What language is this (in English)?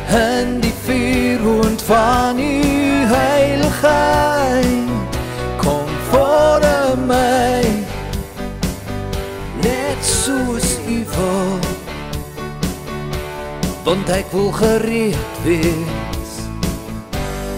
Afrikaans